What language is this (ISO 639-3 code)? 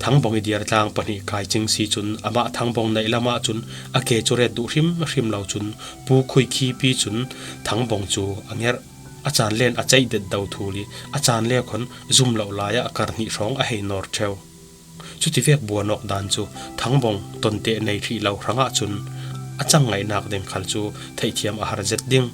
cfm